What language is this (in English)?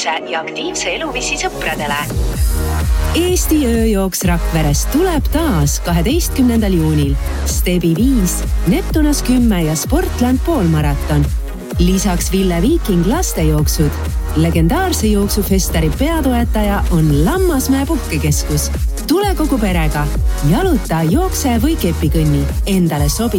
Estonian